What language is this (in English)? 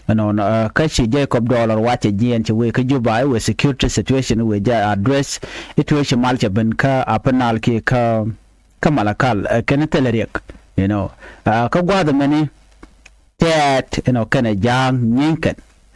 Nuer